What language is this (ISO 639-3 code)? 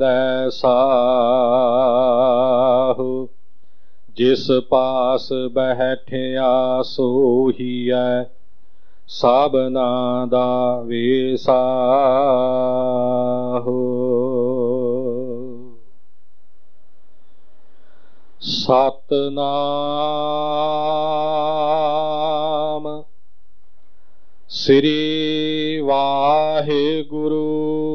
pan